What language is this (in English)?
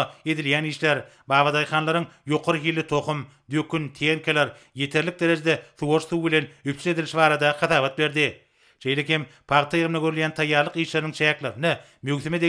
Turkmen